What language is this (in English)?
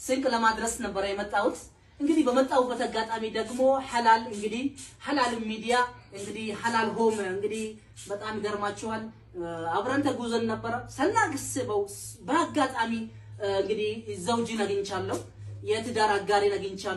Amharic